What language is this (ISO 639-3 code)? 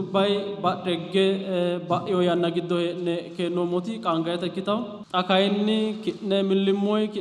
sid